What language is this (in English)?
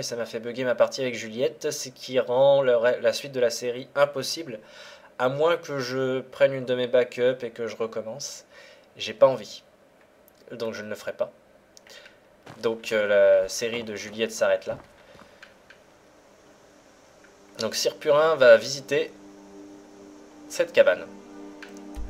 French